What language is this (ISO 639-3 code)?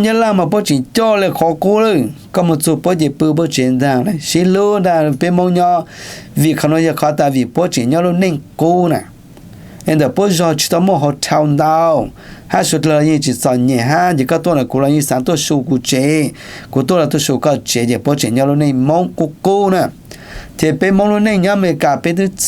hmn